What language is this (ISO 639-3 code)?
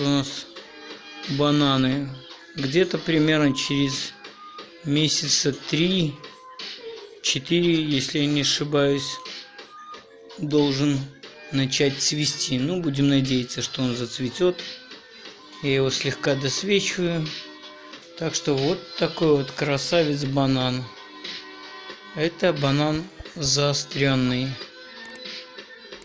rus